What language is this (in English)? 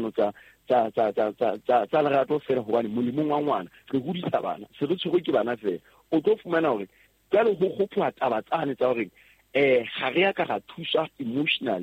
Southern Sotho